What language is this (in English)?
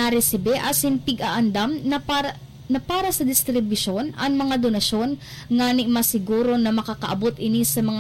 Bikol